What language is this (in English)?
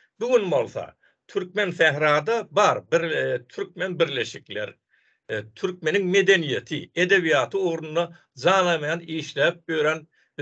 Turkmen